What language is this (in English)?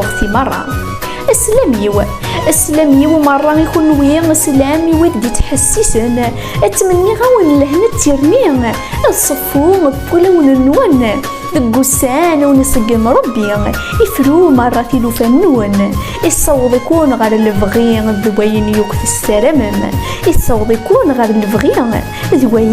Kabyle